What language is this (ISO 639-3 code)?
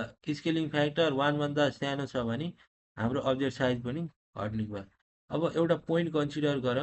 nep